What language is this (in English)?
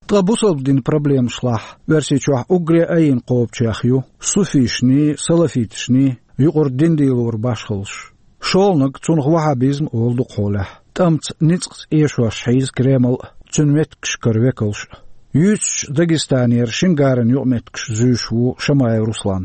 Chechen